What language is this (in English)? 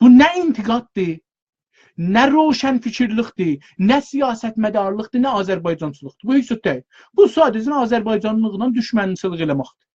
South Azerbaijani